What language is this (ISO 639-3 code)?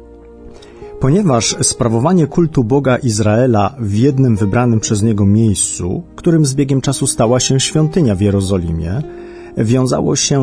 pol